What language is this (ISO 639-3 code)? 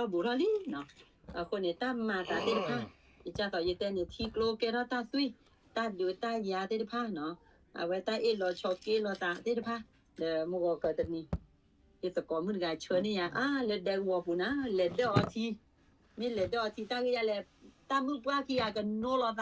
ksw